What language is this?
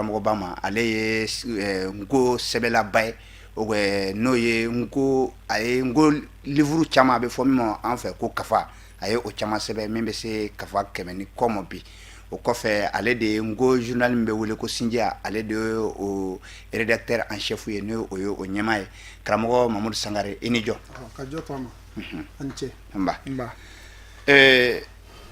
Bambara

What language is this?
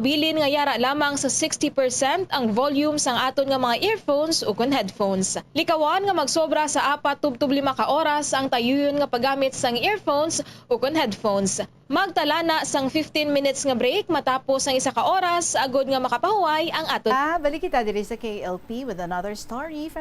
Hiligaynon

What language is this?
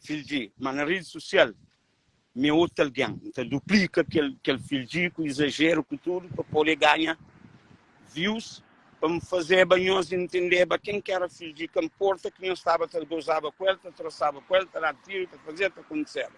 Kabuverdianu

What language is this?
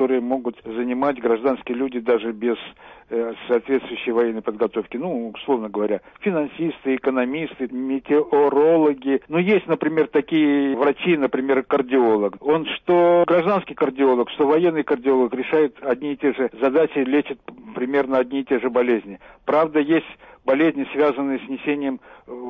Russian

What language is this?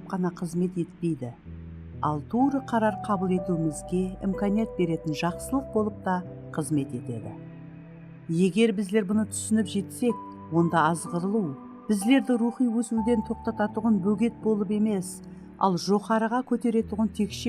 Kara-Kalpak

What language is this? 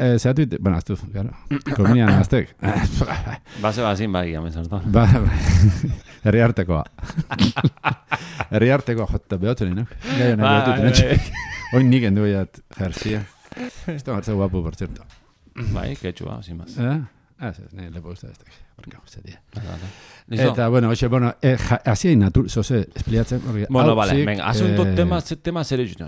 Basque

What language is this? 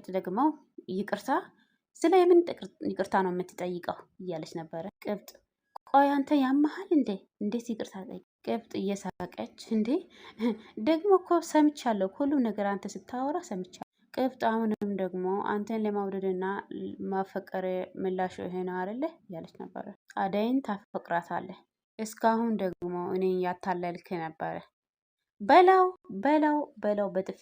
Amharic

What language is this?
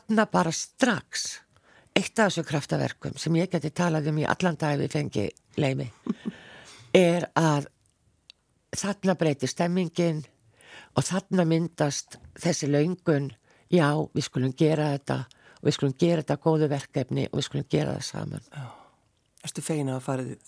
Icelandic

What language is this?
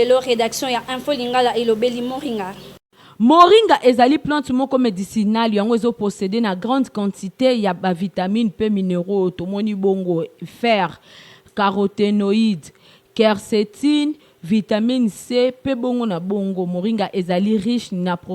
Lingala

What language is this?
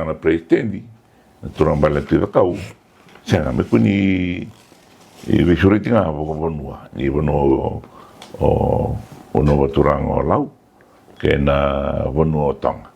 Fijian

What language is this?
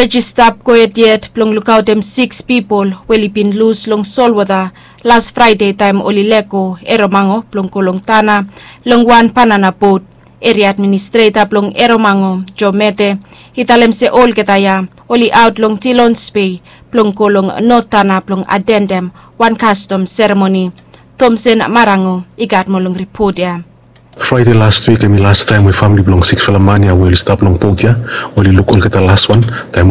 Bislama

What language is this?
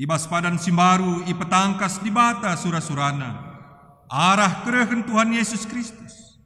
Batak Karo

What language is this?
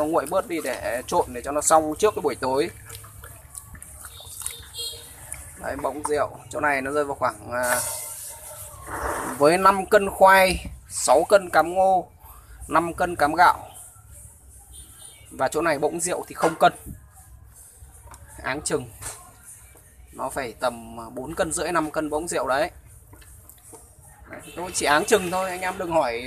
Vietnamese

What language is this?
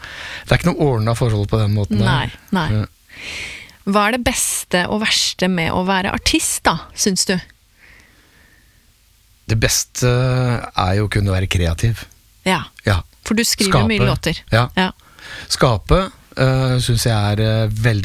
Norwegian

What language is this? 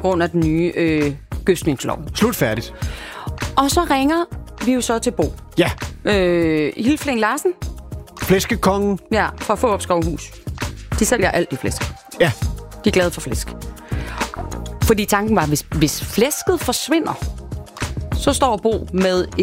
Danish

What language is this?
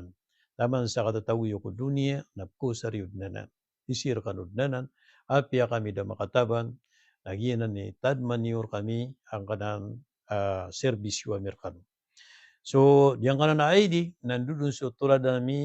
Maranao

